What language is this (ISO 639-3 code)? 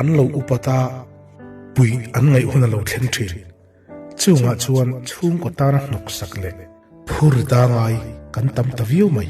lus